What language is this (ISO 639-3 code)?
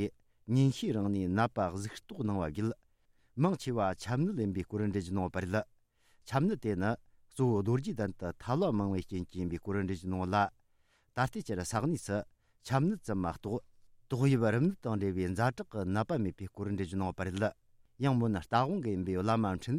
bod